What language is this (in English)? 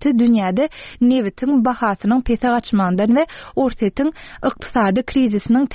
Turkmen